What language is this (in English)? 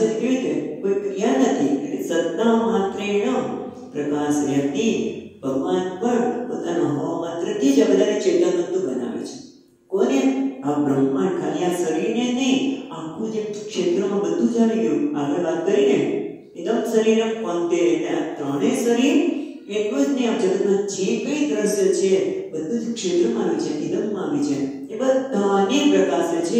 Gujarati